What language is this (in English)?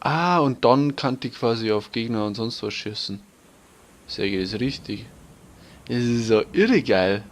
Bavarian